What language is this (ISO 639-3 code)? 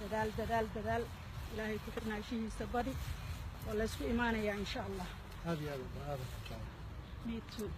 som